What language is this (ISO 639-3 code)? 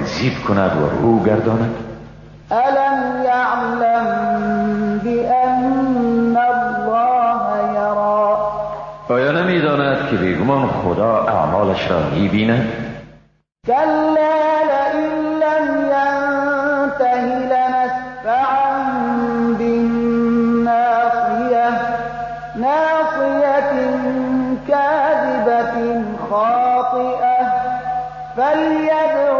fas